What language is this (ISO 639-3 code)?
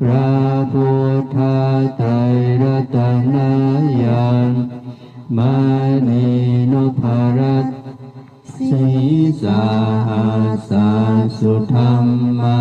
pli